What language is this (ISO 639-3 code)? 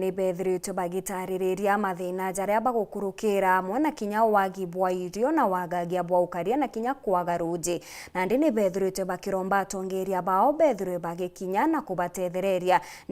mer